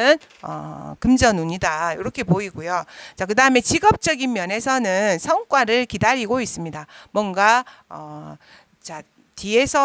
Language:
Korean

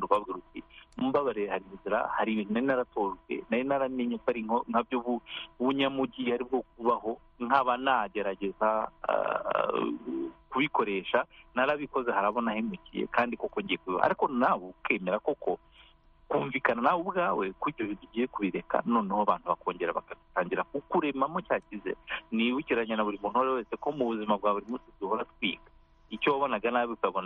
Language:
Kinyarwanda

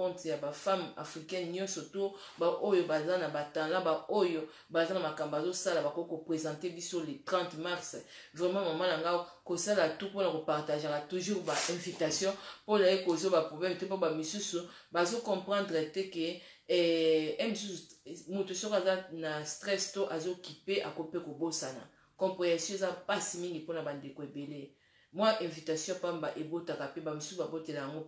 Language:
Lingala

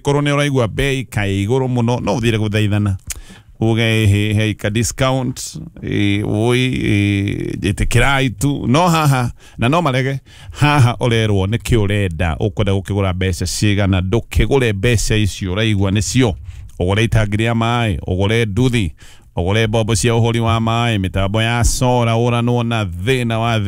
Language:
Kikuyu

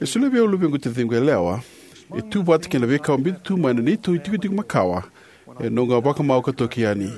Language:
Fijian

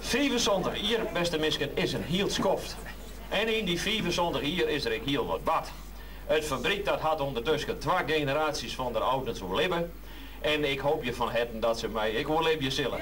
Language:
Western Frisian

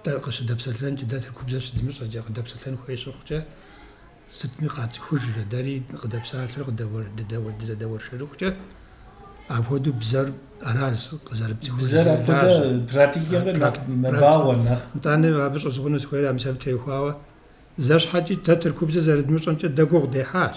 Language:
Kabardian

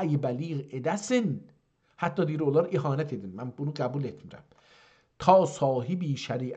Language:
South Azerbaijani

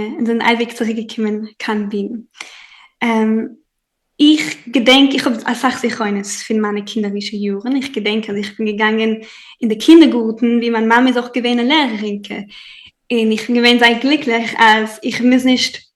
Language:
Yiddish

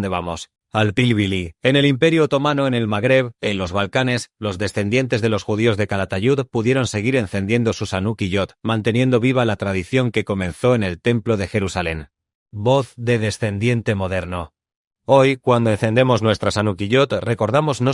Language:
Ladino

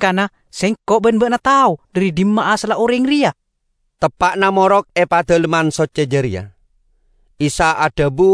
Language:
Madurese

